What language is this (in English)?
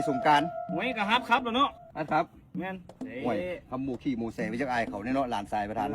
Lao